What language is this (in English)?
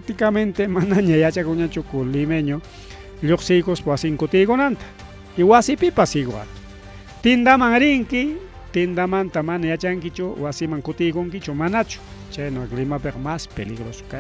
Ayacucho Quechua